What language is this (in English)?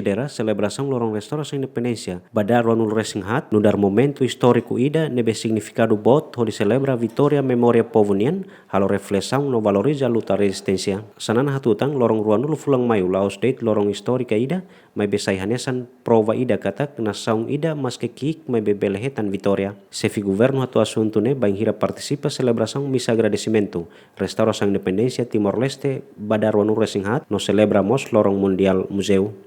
Tetum